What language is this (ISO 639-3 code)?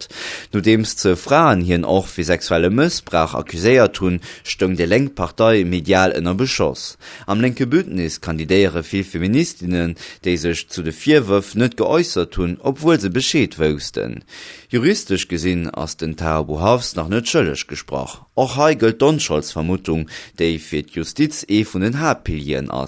ltz